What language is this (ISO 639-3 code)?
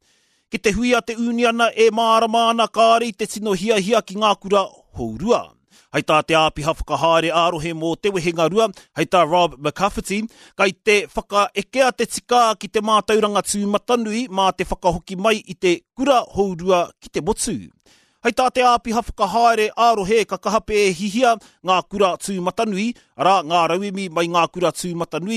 mri